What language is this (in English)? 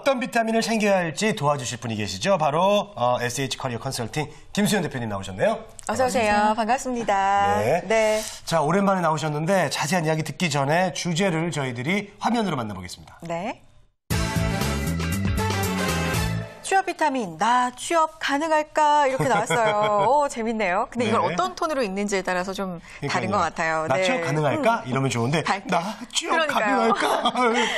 Korean